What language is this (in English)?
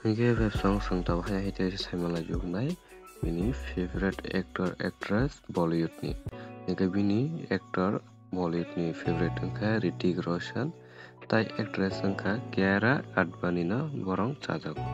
Kok Borok